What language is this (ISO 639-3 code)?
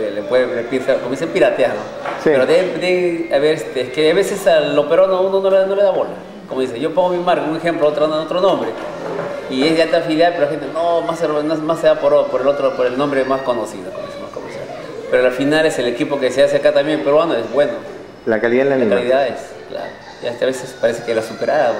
spa